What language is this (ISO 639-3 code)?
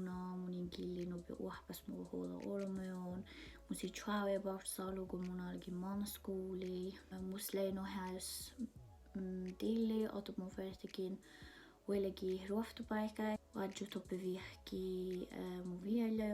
sme